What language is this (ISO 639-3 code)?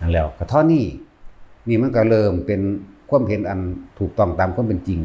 tts